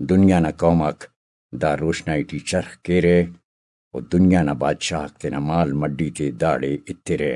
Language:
Brahui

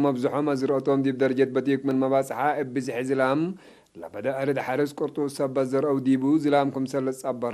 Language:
Tigre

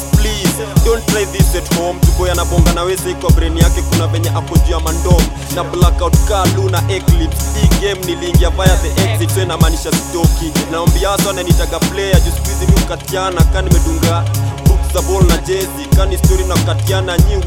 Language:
Swahili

